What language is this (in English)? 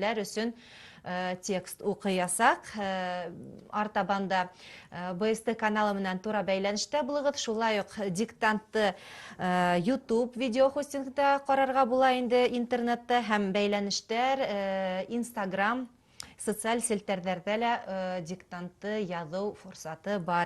Bashkir